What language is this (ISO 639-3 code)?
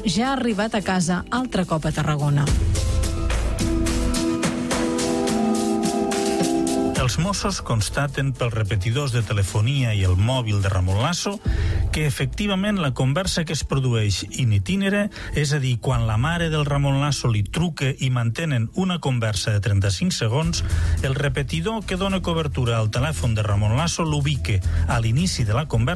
cat